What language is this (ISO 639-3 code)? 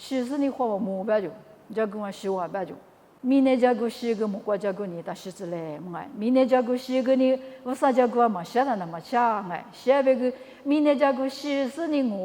lis